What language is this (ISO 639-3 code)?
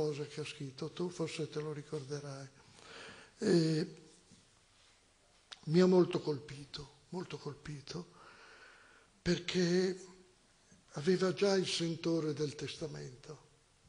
ita